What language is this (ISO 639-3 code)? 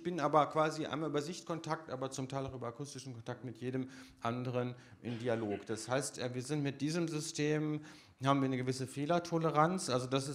deu